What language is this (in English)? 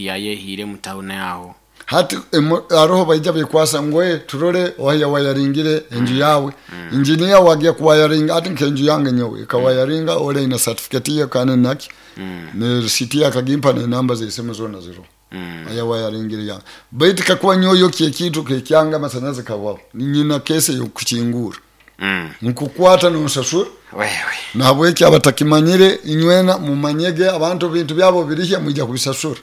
Nyoro